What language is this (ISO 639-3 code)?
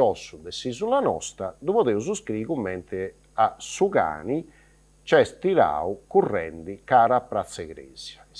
srd